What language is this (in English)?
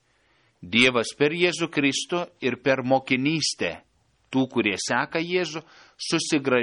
Lithuanian